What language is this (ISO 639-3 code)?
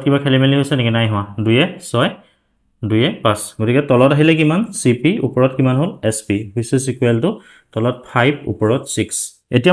asm